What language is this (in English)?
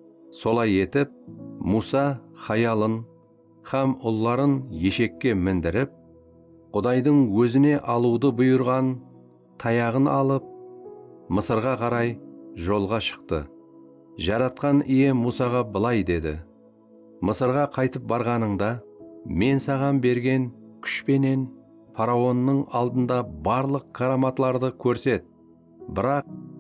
Kara-Kalpak